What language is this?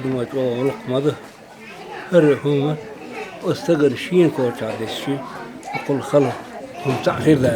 Chechen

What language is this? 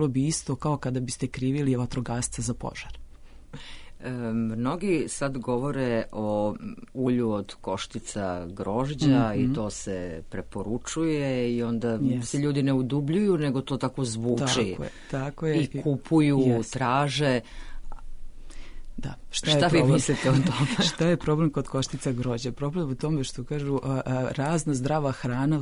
Serbian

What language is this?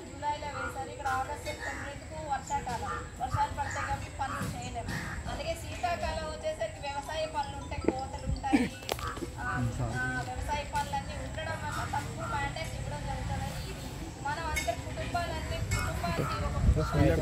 Telugu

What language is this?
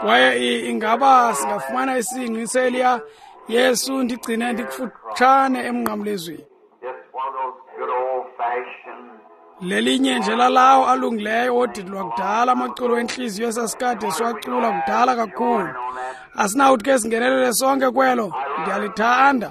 Xhosa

